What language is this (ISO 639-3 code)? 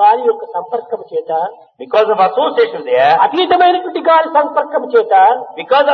tel